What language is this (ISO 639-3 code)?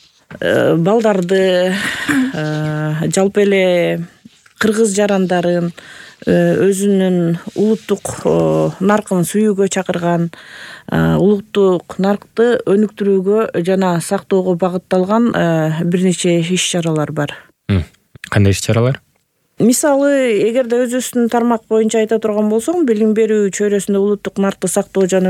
kir